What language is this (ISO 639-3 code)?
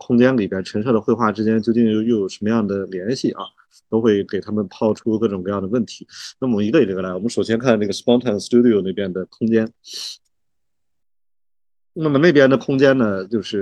zho